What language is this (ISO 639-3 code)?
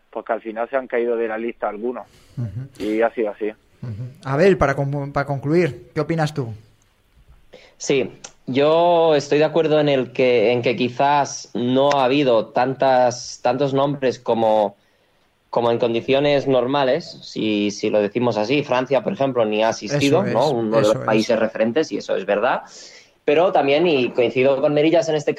spa